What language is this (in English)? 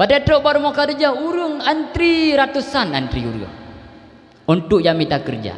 Achinese